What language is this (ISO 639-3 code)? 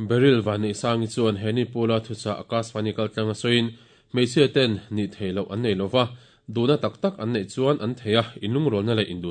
lus